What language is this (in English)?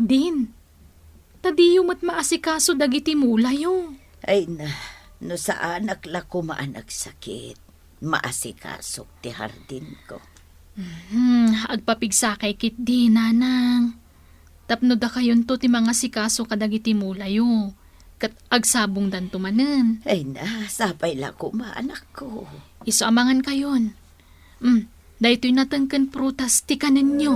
Iloko